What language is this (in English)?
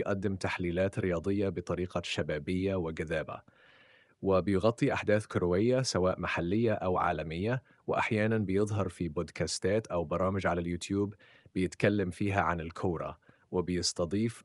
Egyptian Arabic